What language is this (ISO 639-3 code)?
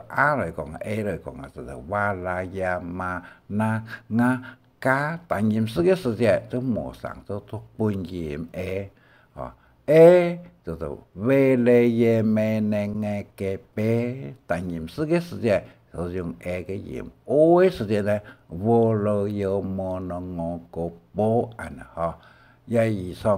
hak